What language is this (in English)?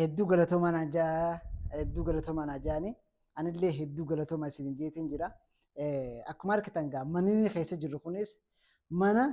Oromo